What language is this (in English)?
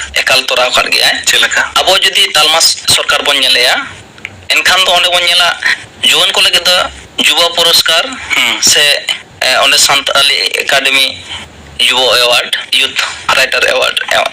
Santali